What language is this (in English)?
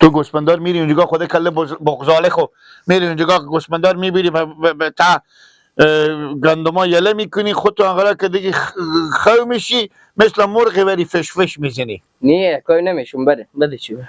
Persian